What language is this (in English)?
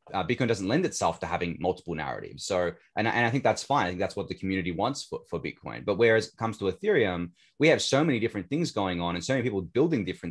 English